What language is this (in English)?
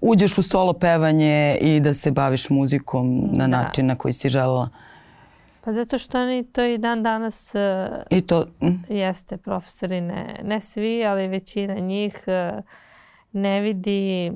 Serbian